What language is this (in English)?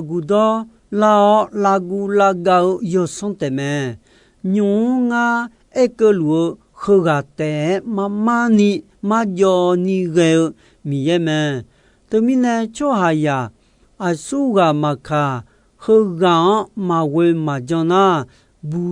Akha